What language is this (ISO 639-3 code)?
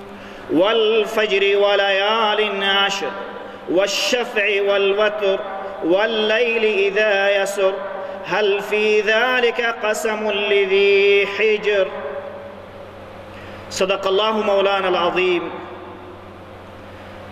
fas